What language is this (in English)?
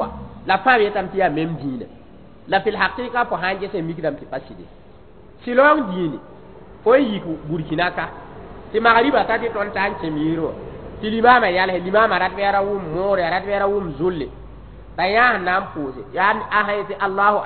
Mossi